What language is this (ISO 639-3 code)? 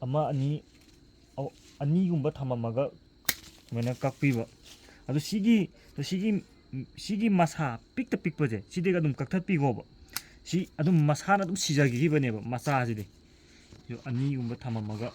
mni